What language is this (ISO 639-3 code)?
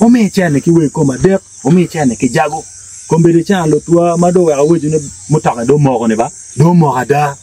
ach